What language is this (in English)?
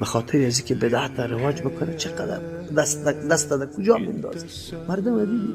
Persian